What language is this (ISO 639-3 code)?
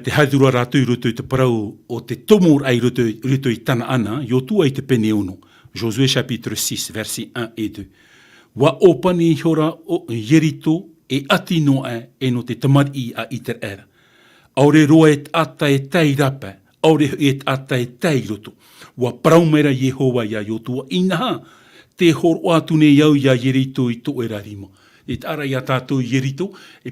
tah